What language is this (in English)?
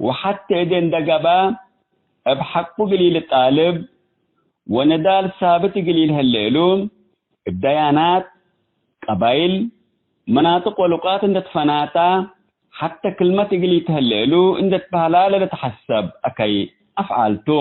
Tigre